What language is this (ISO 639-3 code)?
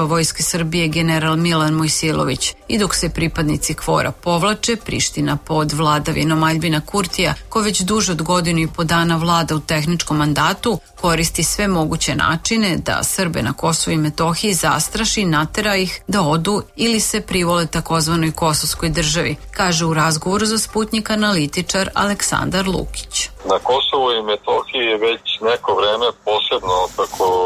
srp